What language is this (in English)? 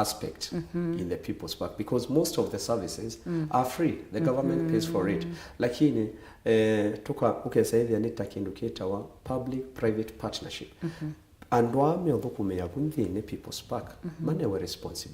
Kamba